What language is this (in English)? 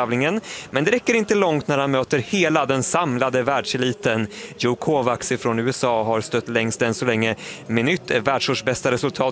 Swedish